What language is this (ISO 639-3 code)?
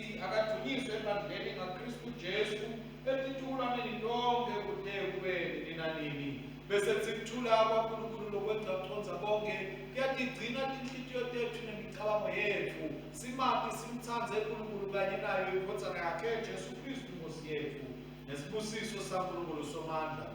ssw